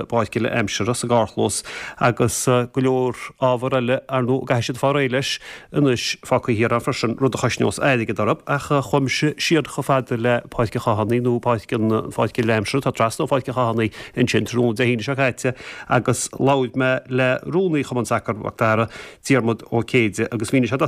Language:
Irish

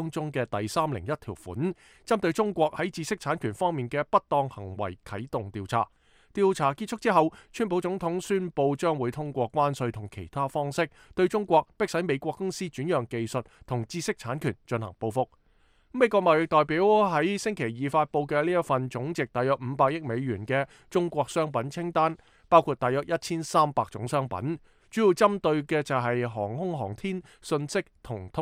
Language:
Cantonese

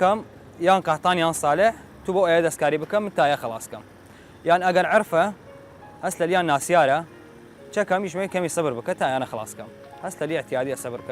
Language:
Southern Kurdish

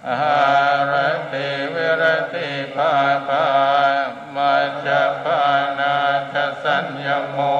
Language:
Pali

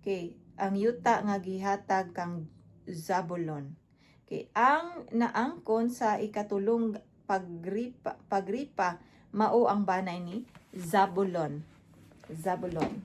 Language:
Cebuano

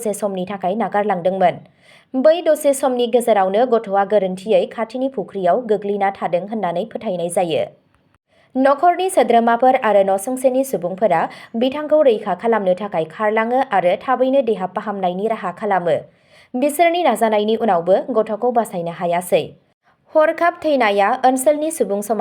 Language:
Bodo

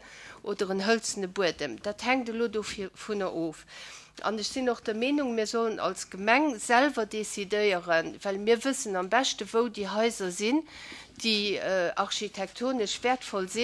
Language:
Luxembourgish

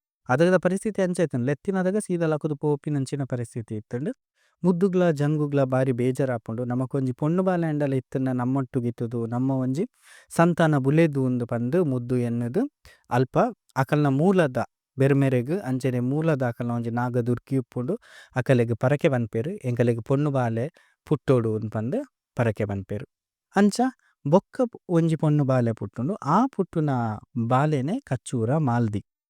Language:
Tulu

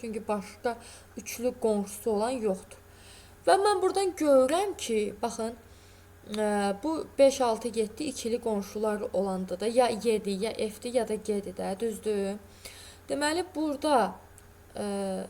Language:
Azerbaijani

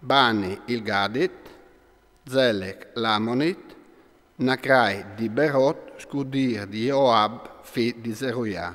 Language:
Friulian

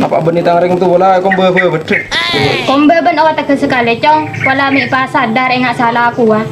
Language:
Madurese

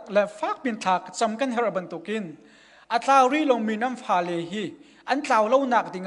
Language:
Hakha Chin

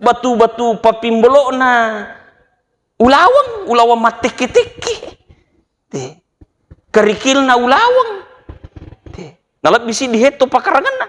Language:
Buginese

